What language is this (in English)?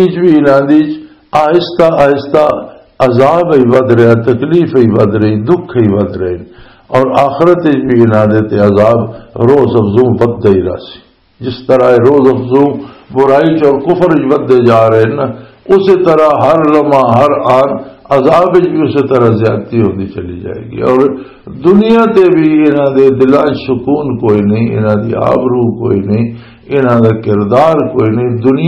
Western Panjabi